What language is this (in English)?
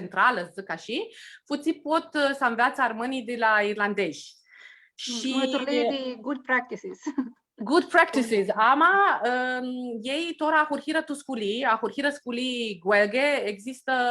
Aromanian